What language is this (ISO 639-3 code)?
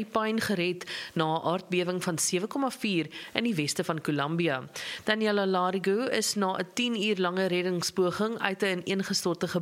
afr